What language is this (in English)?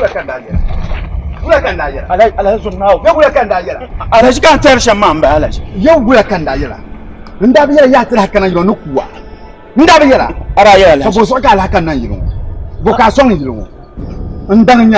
Dagbani